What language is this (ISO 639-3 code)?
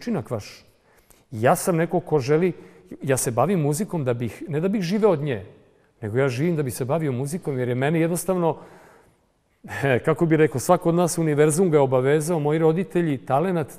srp